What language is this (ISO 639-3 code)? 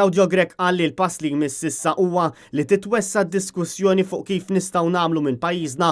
mlt